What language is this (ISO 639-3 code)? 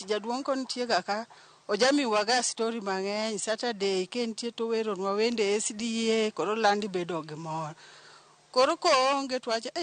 luo